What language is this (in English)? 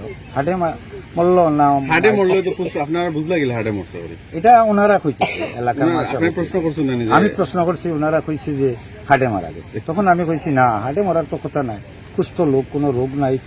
Sylheti